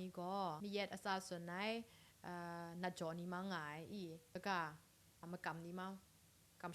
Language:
Kachin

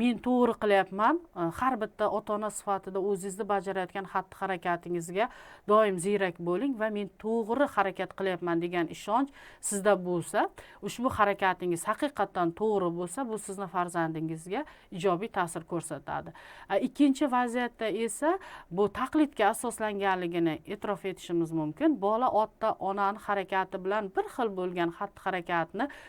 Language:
Uzbek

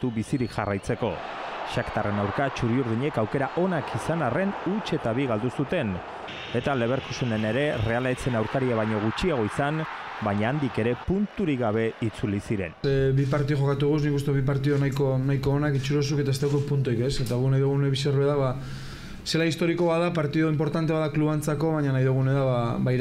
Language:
Basque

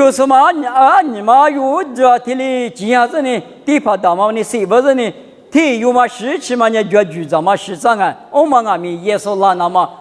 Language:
Lisu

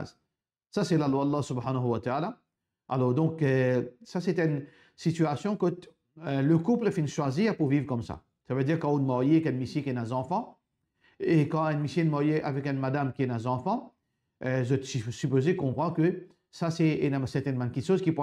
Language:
Morisyen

